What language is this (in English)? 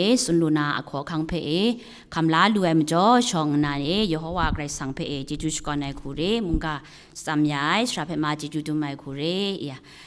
Kachin